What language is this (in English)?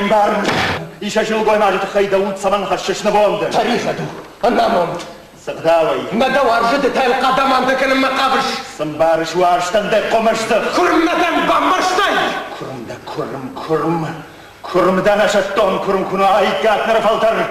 Ossetic